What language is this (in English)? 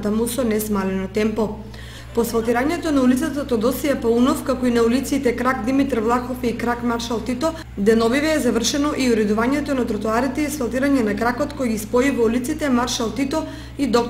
Macedonian